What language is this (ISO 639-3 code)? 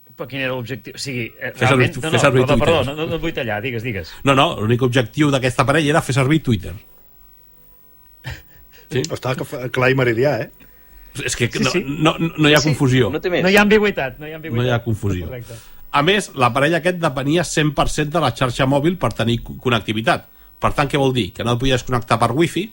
cat